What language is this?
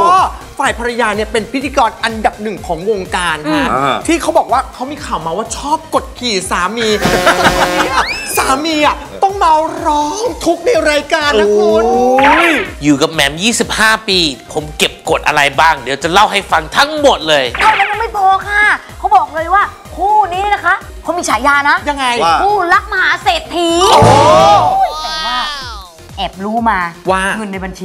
Thai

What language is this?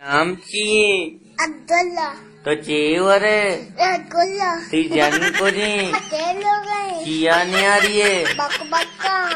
Baluchi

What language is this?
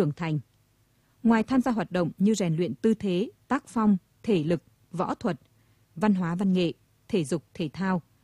Vietnamese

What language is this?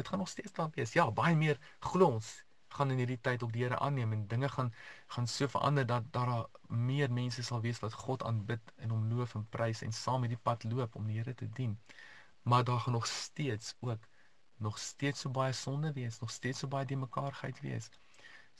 Afrikaans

